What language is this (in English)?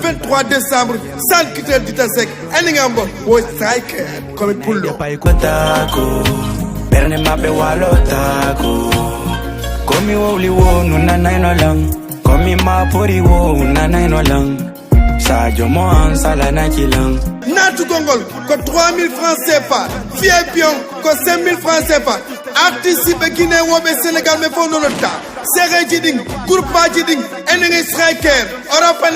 Fula